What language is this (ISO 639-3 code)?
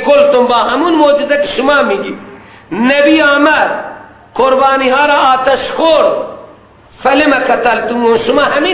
fas